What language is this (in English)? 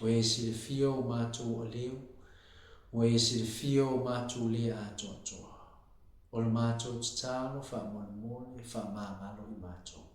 Samoan